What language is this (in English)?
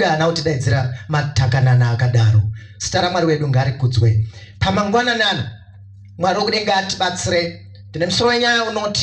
Shona